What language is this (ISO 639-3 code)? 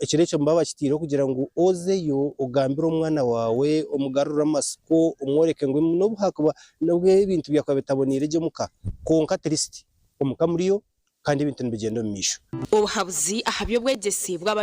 nyn